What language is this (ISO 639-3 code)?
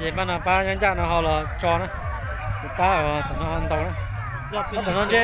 hmn